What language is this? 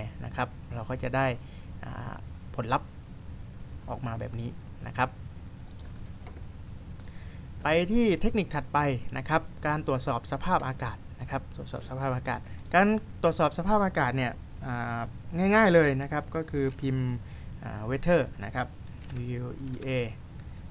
Thai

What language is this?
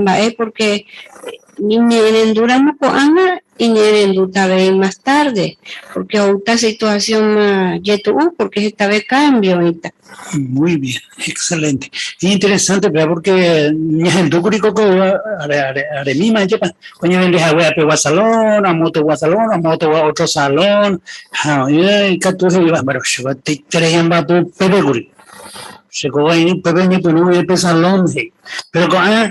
Guarani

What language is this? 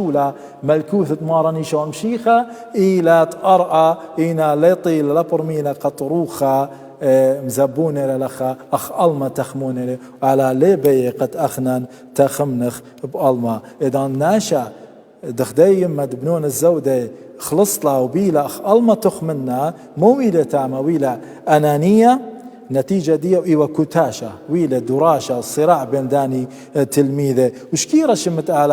Assyrian Neo-Aramaic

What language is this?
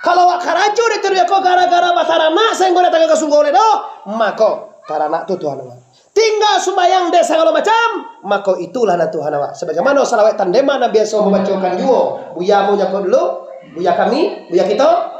Minangkabau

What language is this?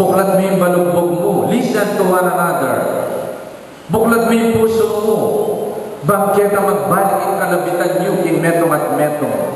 Pampanga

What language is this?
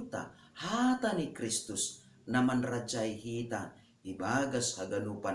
Batak Simalungun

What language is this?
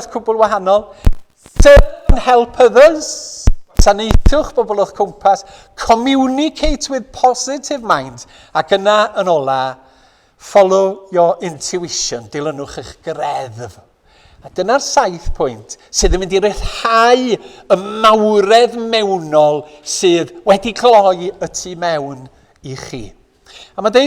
Welsh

